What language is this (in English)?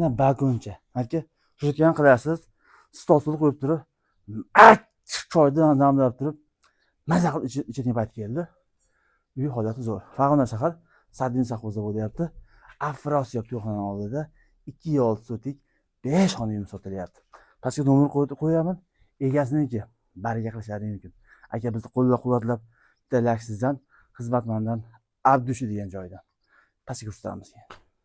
Uzbek